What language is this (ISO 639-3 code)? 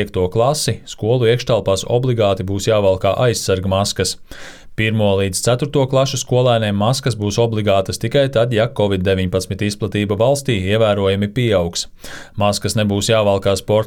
lav